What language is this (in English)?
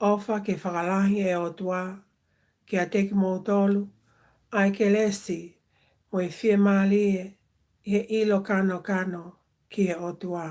Tongan